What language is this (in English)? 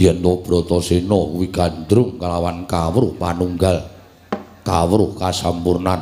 Javanese